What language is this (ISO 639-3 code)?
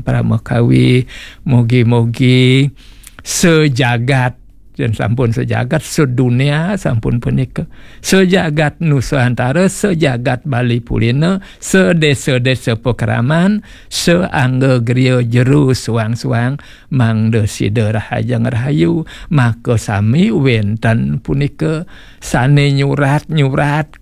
ban